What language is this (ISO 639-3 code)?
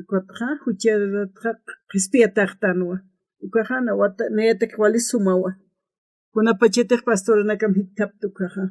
aym